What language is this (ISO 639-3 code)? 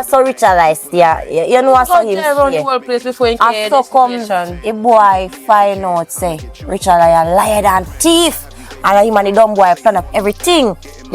jam